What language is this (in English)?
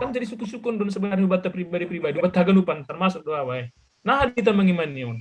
Batak Simalungun